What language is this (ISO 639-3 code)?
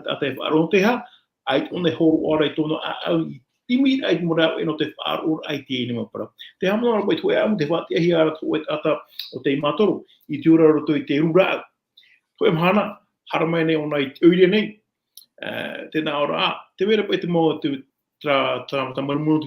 tah